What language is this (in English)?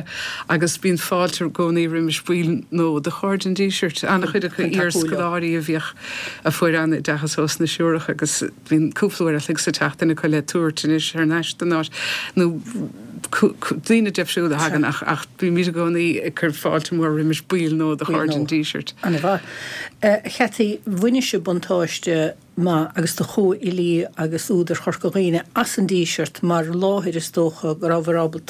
Irish